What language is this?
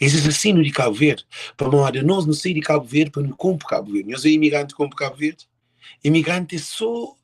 Kabuverdianu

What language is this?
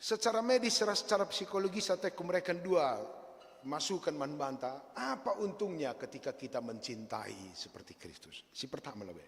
Batak Karo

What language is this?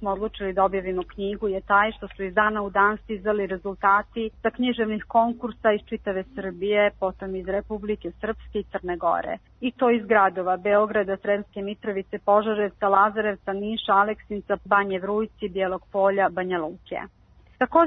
Serbian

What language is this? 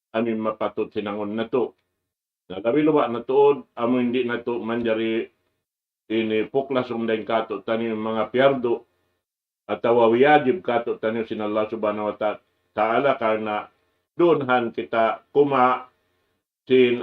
Tausug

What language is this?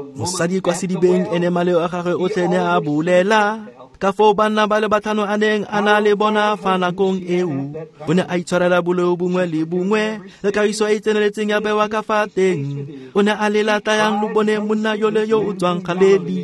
Tswana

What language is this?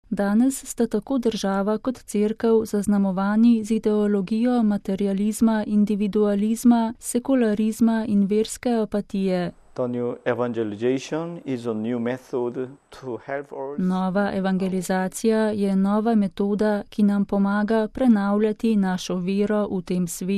Slovenian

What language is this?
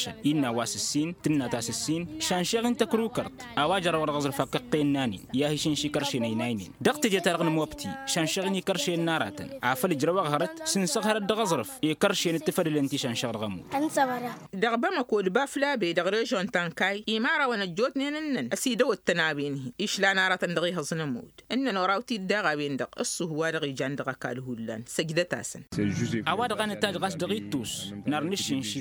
Tamasheq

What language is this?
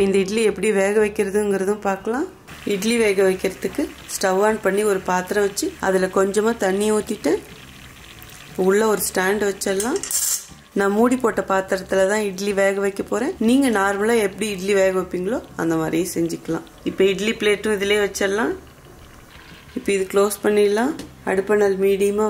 Tamil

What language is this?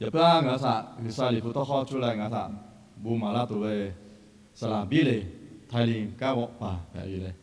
Lahu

